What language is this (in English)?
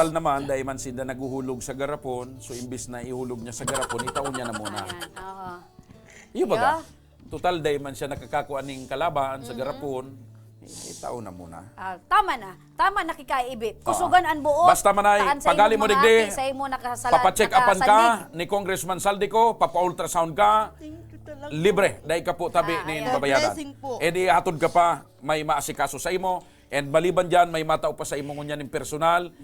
Bikol